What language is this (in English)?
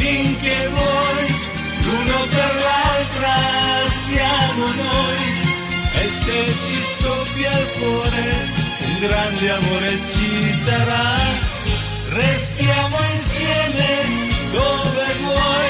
Italian